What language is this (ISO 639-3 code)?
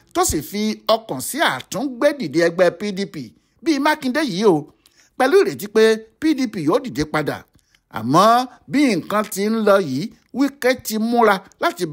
yor